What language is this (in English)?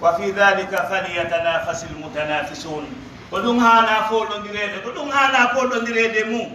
Pular